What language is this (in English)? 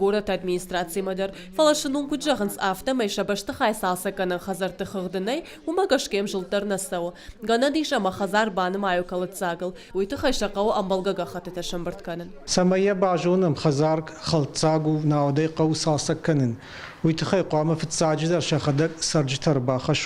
Ossetic